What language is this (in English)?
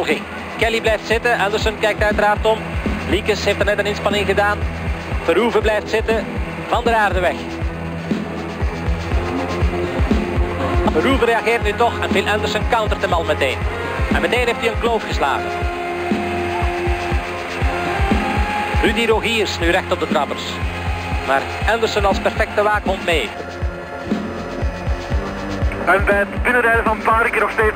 Dutch